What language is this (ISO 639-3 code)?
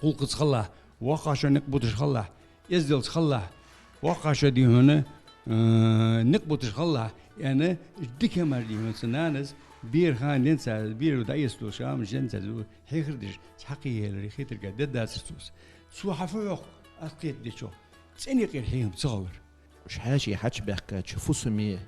inh